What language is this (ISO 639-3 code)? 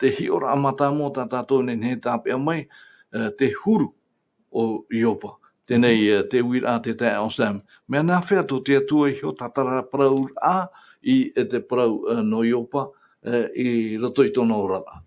tah